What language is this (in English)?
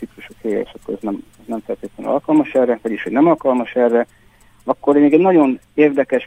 Hungarian